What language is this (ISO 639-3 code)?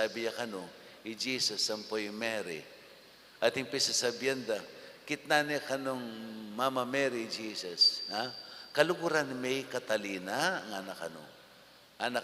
pam